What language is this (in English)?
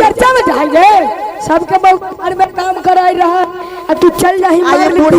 Magahi